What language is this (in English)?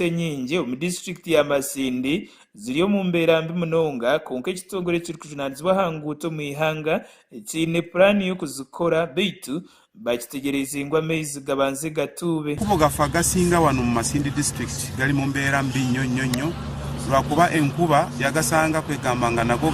Nyankole